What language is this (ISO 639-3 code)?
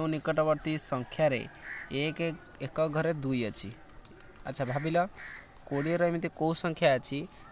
ori